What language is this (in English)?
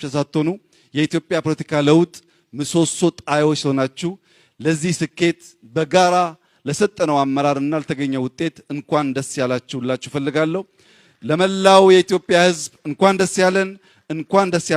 Amharic